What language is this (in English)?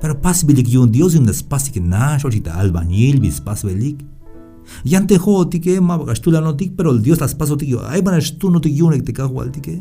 Tzeltal